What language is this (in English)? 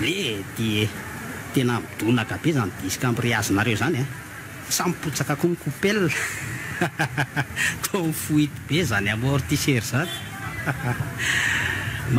Malagasy